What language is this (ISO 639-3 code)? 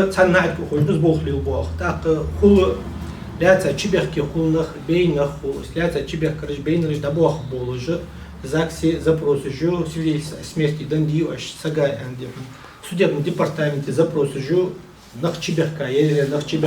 inh